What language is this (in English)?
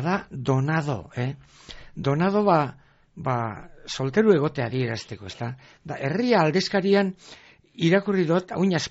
Basque